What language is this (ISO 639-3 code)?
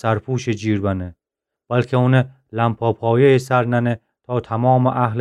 glk